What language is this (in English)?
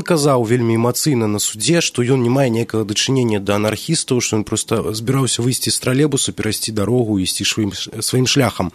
Belarusian